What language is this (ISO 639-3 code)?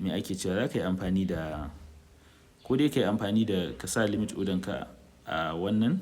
hau